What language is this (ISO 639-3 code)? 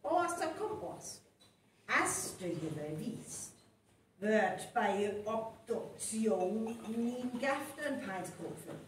frr